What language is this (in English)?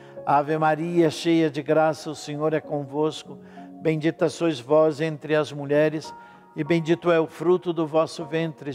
Portuguese